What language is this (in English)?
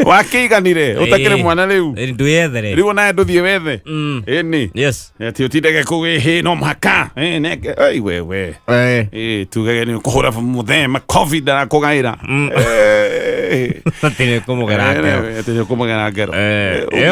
Kikuyu